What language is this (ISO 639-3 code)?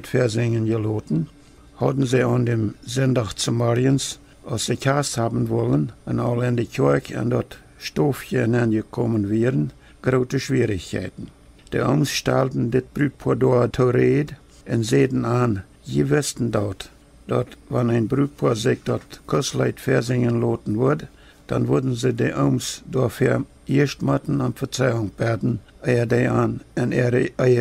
pdt